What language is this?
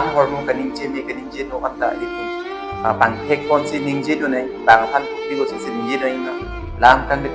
Karbi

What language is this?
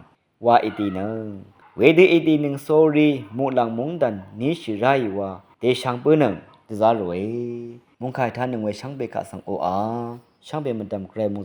Rawang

